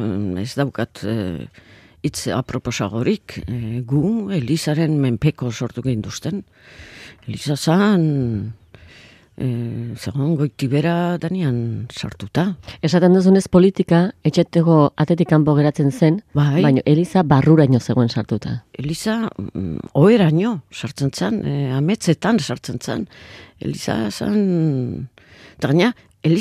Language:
Basque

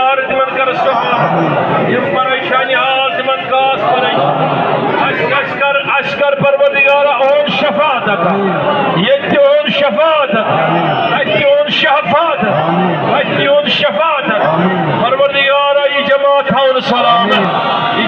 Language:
Kashmiri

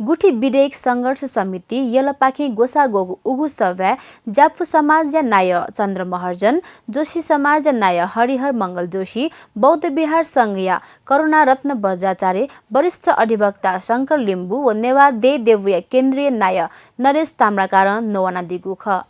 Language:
Newari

